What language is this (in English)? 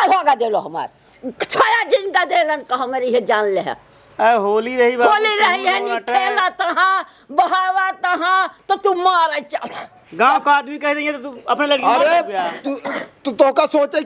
Awadhi